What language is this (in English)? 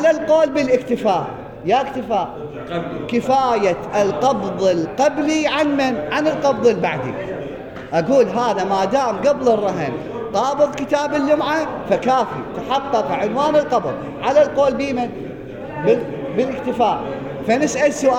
Mesopotamian Arabic